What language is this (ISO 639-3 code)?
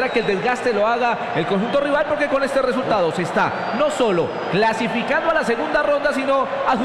spa